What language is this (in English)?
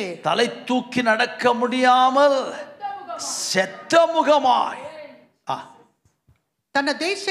Tamil